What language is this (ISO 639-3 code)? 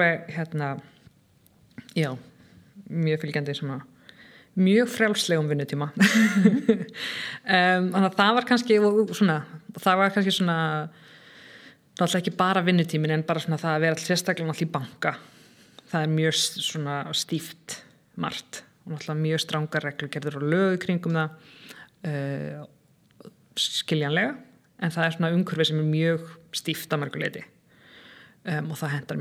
isl